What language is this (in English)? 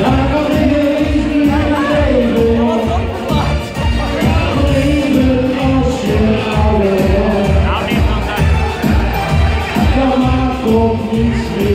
Dutch